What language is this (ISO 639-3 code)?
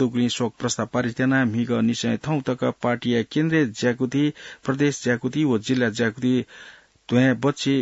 new